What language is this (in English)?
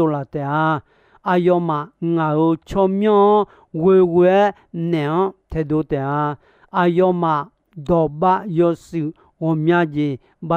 Akha